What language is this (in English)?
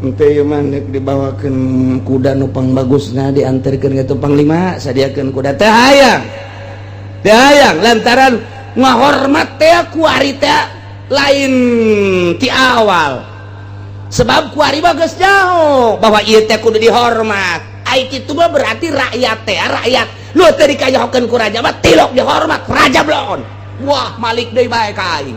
Sundanese